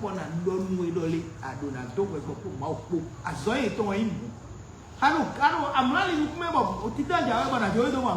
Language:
Fon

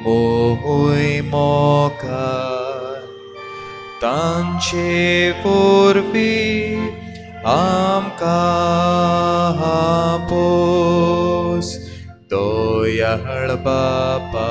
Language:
Konkani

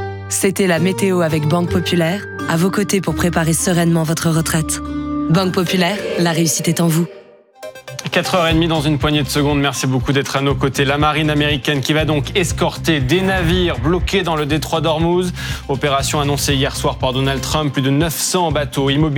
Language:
French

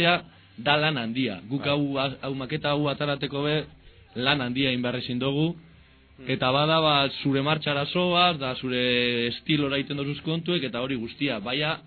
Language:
Basque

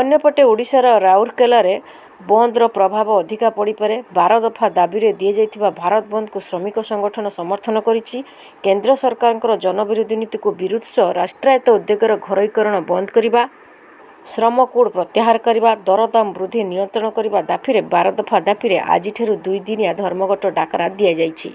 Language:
Odia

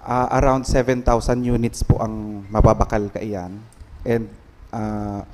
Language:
Bikol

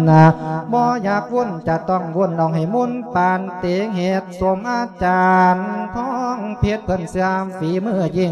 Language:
Lao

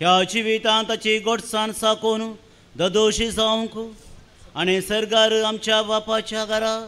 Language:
Konkani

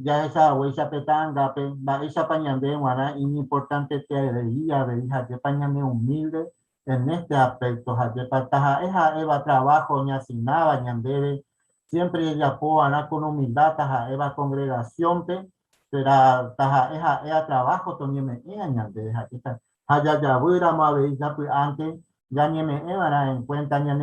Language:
Guarani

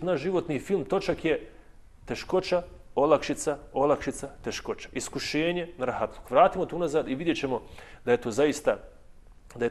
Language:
Bosnian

